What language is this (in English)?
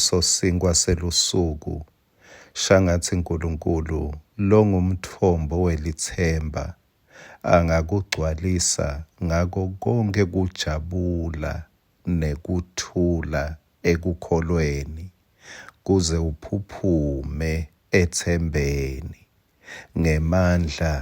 Swati